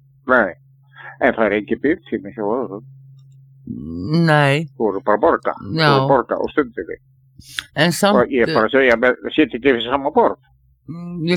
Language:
Icelandic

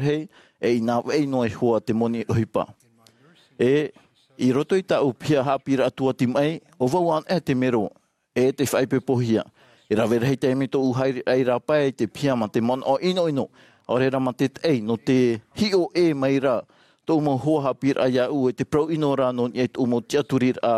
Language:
Tahitian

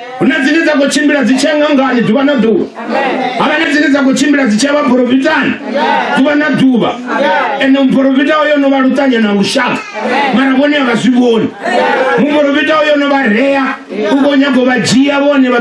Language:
Venda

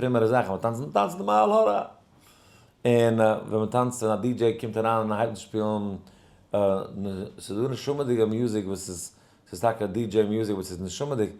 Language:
Yiddish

